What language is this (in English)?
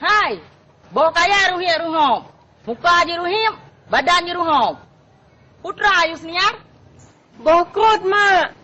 Achinese